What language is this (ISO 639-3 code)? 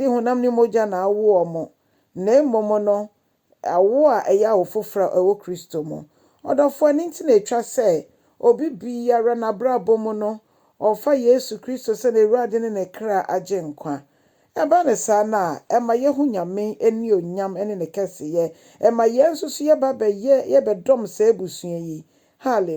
aka